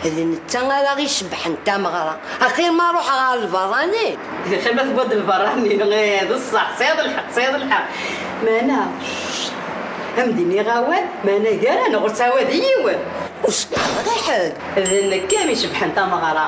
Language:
Kabyle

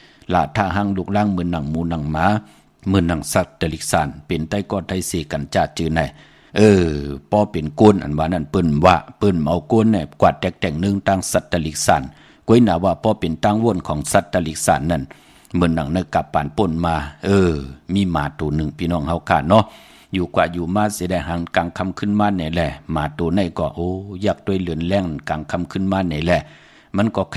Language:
Shan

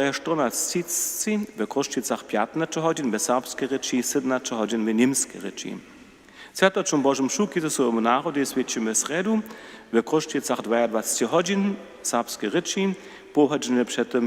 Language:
Upper Sorbian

